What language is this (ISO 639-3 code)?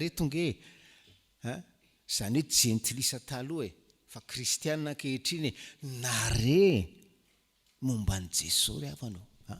mlg